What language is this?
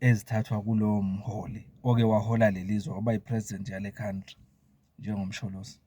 Zulu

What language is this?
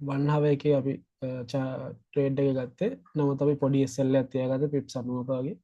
Sinhala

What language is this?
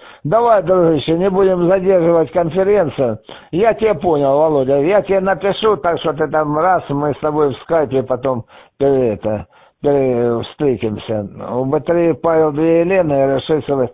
Russian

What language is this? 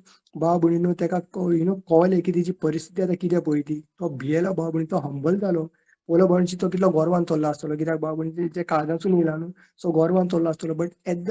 Konkani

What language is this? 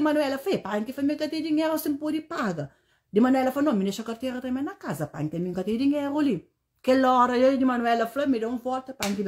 Kabuverdianu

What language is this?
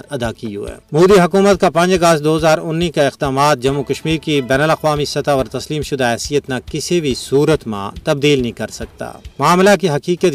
Gujari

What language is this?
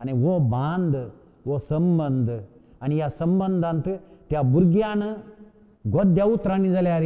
Konkani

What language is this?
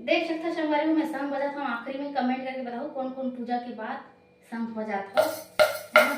Chhattisgarhi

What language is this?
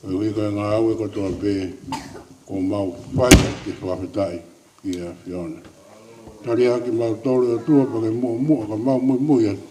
Tongan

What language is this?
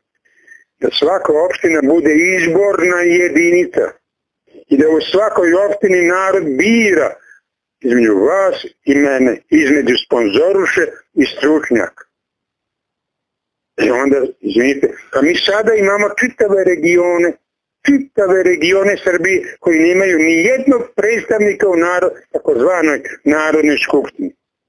Serbian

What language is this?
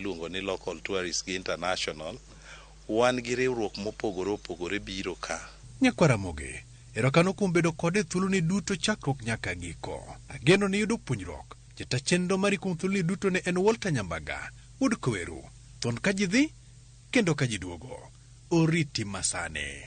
Luo (Kenya and Tanzania)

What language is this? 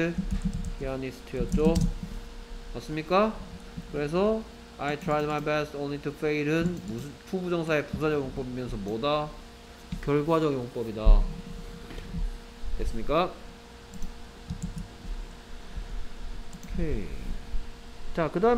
Korean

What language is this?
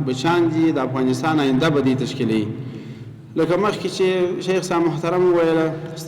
Pashto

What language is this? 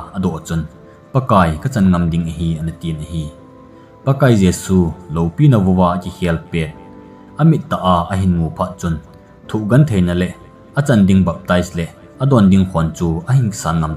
Thado Chin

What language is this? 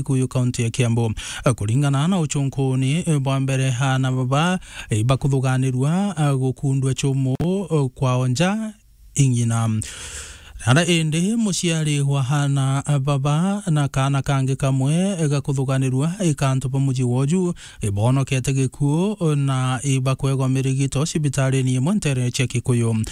Meru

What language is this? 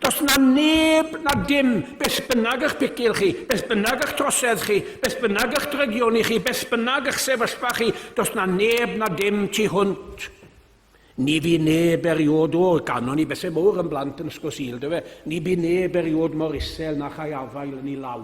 Welsh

